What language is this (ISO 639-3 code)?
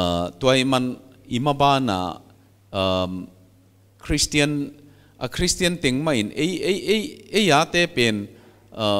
pck